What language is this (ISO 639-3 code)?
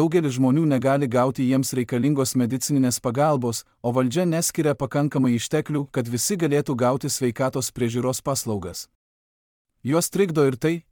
lit